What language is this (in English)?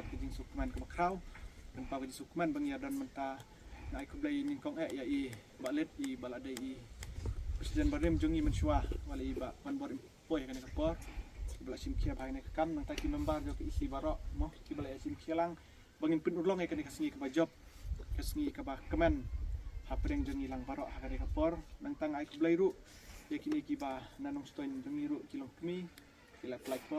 Khasi